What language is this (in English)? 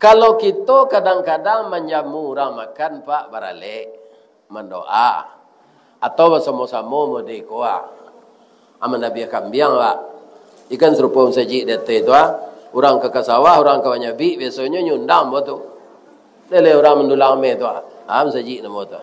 Minangkabau